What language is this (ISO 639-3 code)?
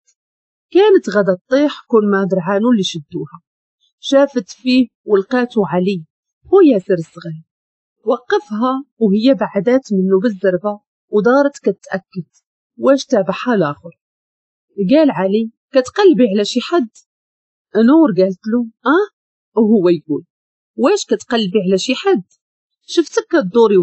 ary